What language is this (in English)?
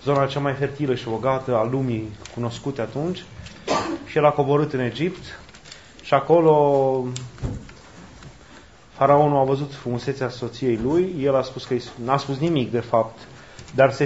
Romanian